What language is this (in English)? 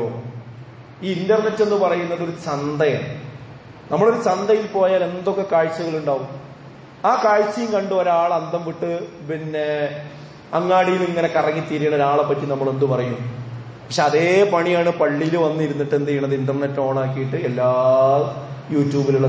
Malayalam